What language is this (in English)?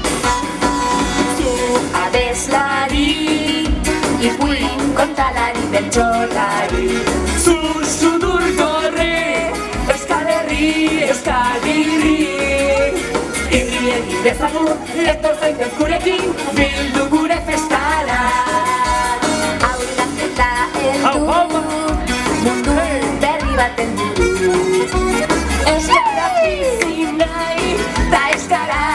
Basque